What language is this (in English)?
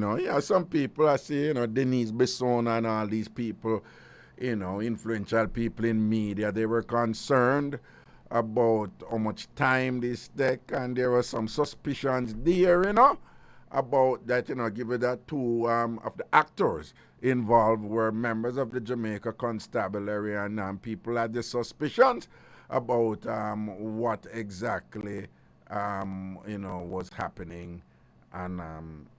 Jamaican Creole English